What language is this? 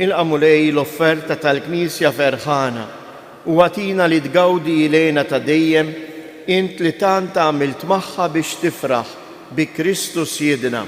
Maltese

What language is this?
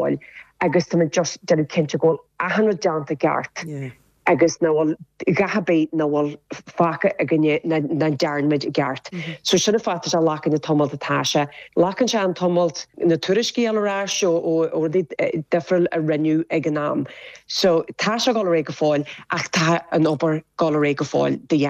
Irish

